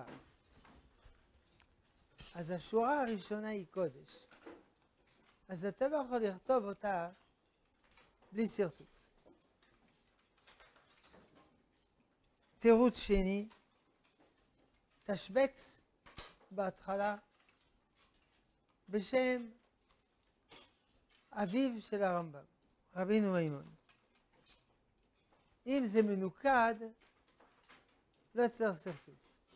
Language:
Hebrew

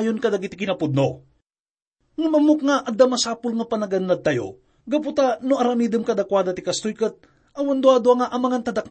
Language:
Iloko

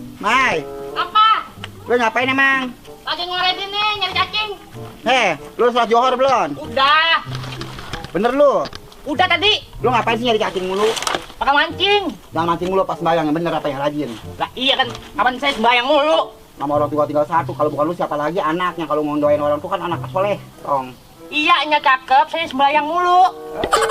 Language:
Betawi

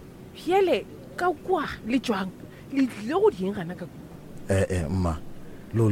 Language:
Northern Sotho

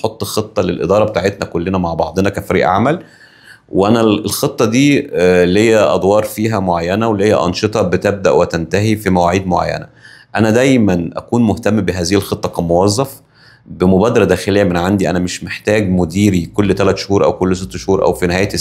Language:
Egyptian Arabic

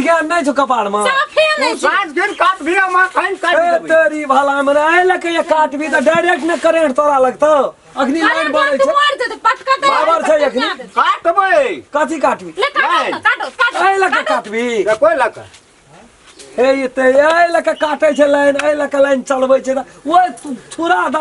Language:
Maithili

